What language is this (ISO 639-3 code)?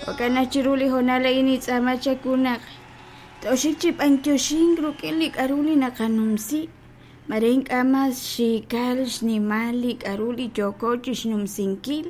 kek